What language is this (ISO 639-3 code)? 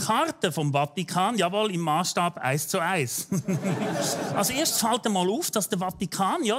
gsw